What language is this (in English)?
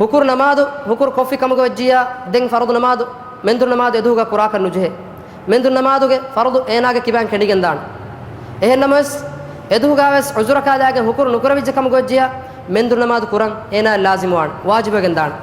Divehi